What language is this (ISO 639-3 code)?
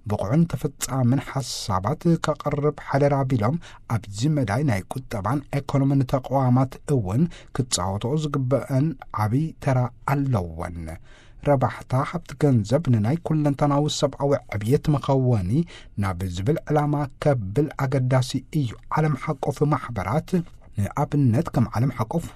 tir